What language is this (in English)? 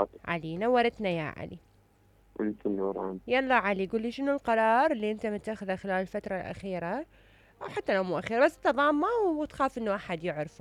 Mesopotamian Arabic